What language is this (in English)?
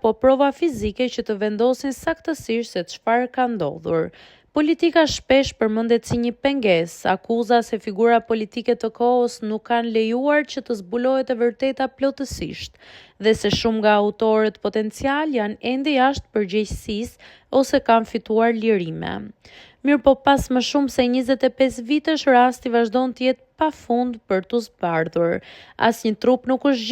Albanian